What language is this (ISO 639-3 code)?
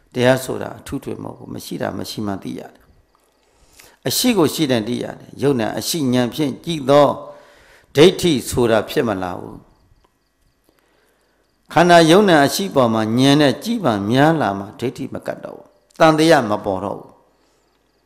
mya